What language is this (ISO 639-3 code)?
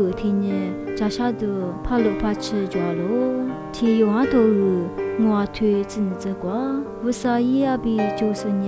lis